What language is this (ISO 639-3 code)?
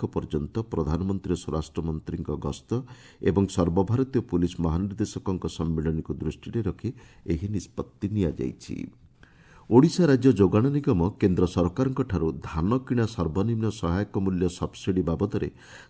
ori